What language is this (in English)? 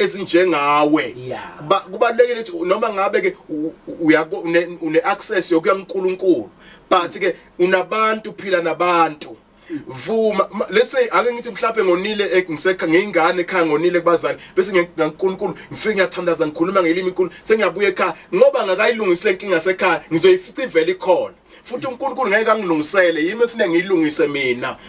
Zulu